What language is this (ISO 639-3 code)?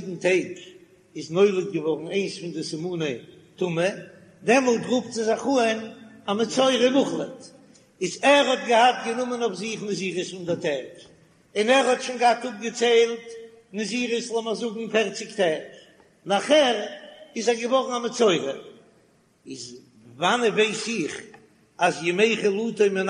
yid